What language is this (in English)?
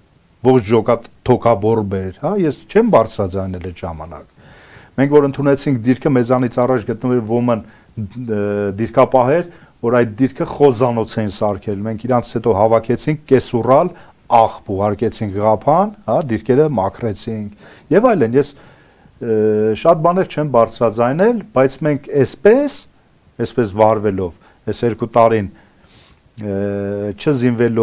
Armenian